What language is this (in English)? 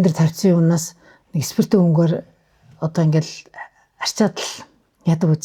Mongolian